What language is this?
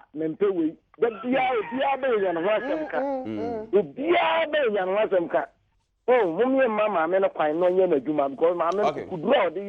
Akan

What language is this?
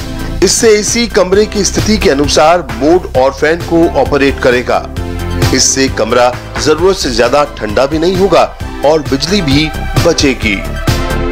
Hindi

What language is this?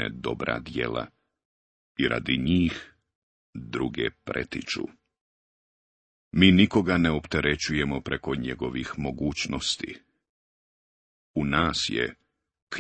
Bosnian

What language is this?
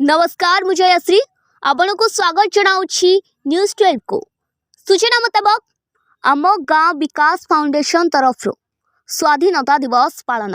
Odia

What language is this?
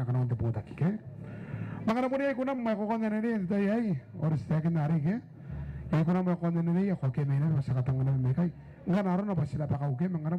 Gilbertese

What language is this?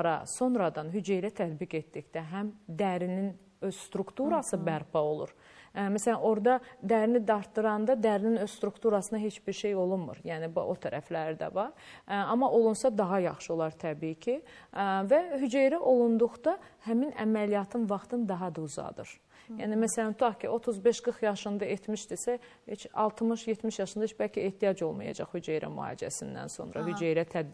Azerbaijani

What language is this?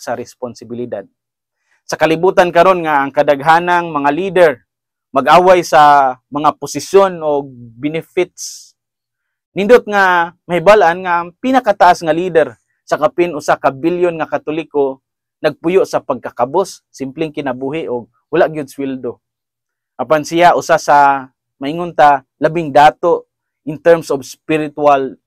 Cebuano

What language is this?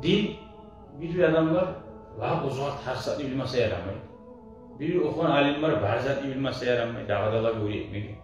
Kumyk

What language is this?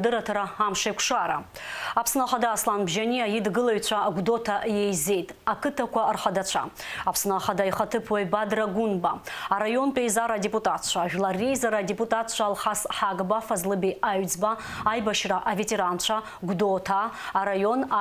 Abkhazian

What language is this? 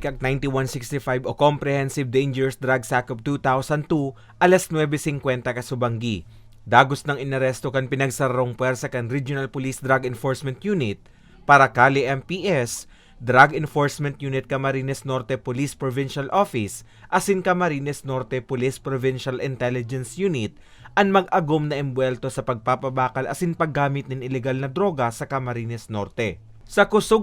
Bikol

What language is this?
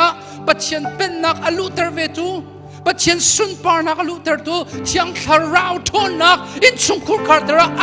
Hakha Chin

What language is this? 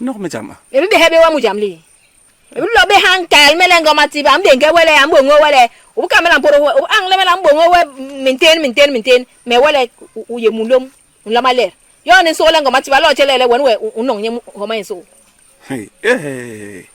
Basaa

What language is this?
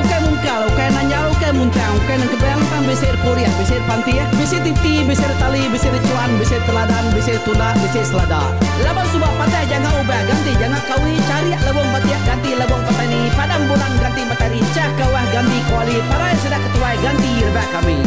Iban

